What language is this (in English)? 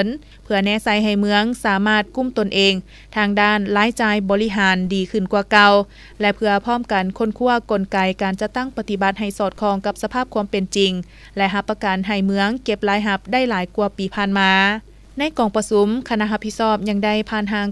Lao